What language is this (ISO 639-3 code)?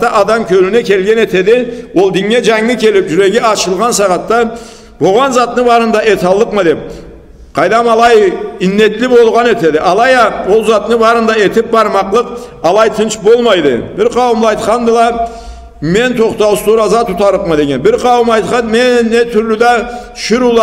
krc